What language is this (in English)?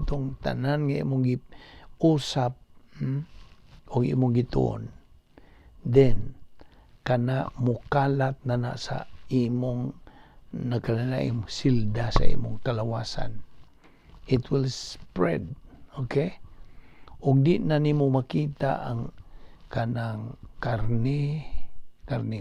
Cebuano